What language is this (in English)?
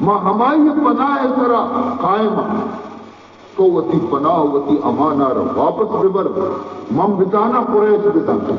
Baluchi